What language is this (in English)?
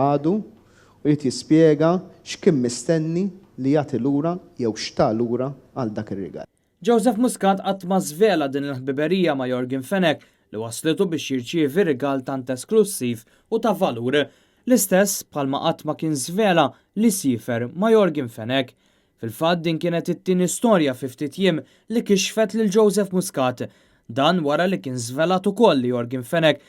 Maltese